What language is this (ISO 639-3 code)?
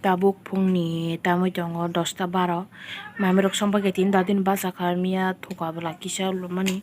trp